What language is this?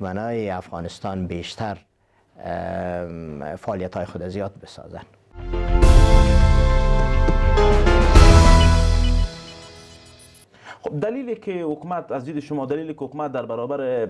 Persian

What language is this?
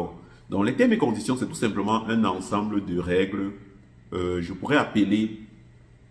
French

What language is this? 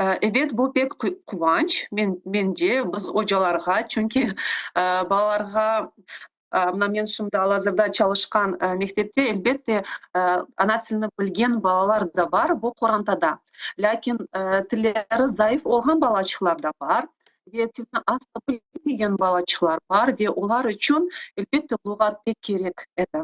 Crimean Tatar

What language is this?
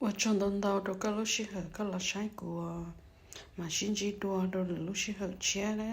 Hmong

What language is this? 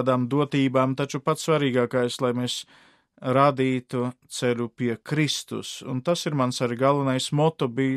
Latvian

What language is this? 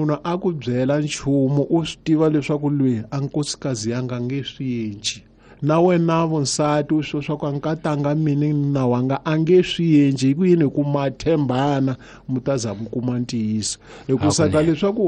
Tsonga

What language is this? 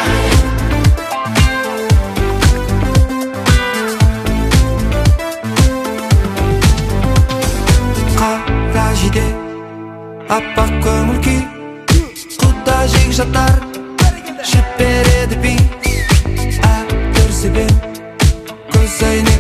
Kazakh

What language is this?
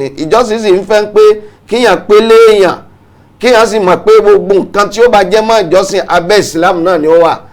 Yoruba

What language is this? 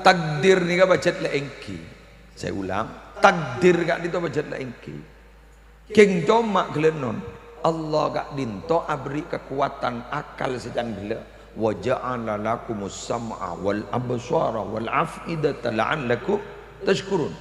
Madurese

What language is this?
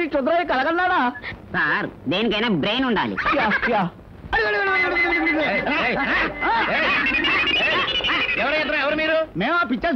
Telugu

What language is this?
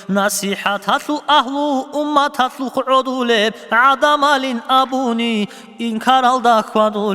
Avaric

